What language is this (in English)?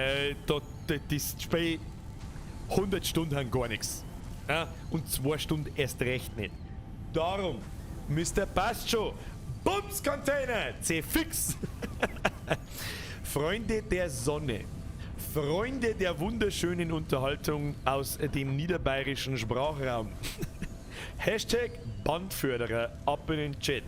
Bavarian